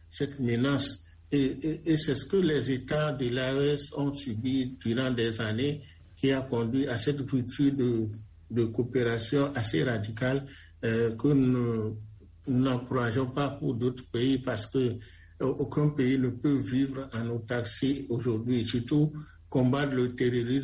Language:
French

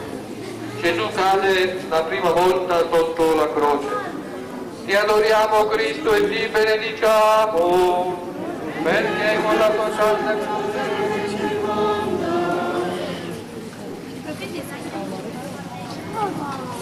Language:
Italian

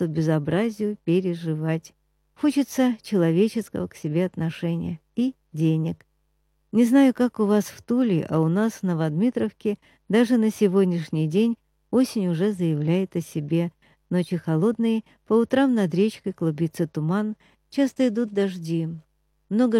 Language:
Russian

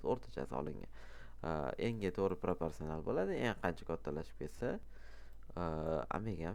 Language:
Uzbek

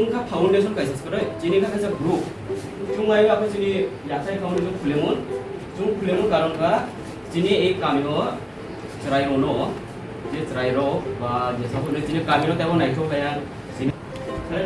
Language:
Kok Borok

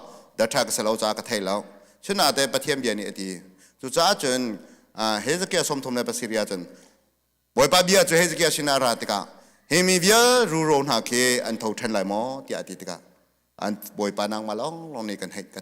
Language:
Hakha Chin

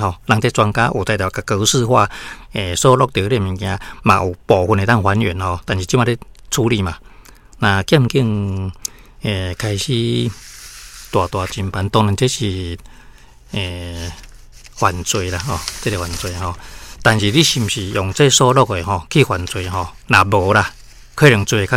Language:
Min Nan Chinese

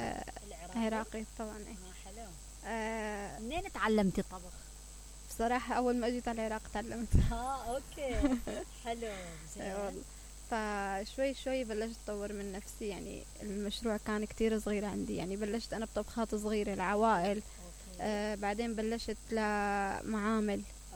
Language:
Mesopotamian Arabic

